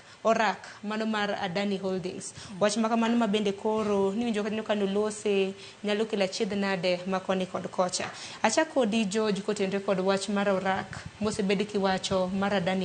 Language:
Luo (Kenya and Tanzania)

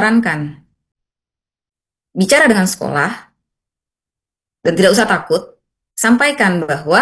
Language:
Indonesian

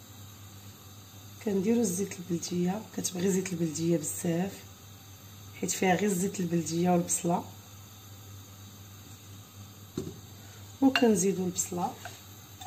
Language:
Moroccan Arabic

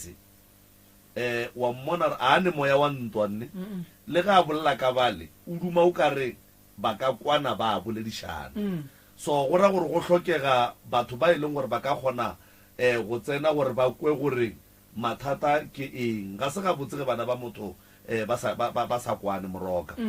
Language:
Northern Sotho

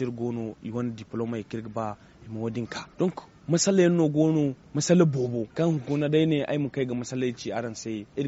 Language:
Zarma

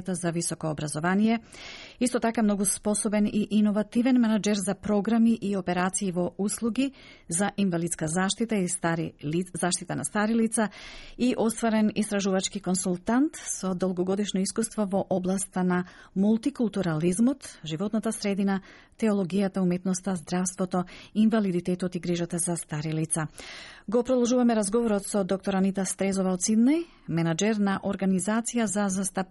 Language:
Macedonian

